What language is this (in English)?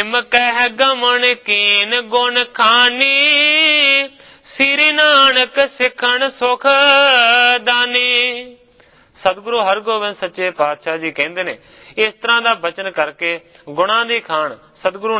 Punjabi